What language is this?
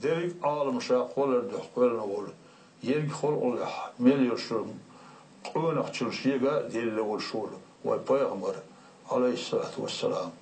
Chechen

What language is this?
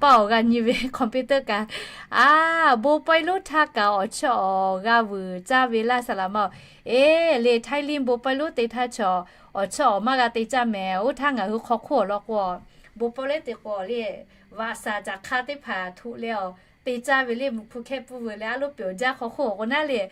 Lahu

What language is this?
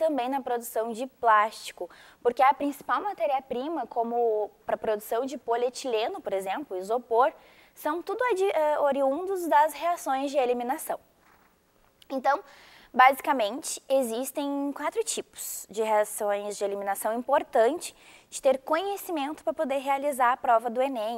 Portuguese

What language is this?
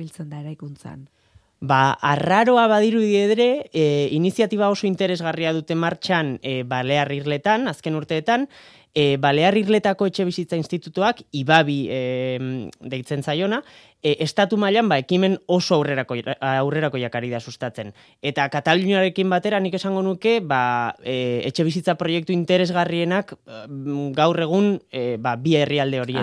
Basque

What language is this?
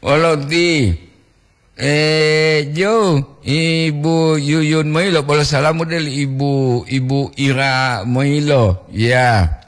Gorontalo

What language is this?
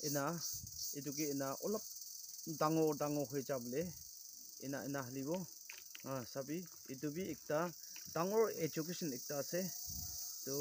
Naga Pidgin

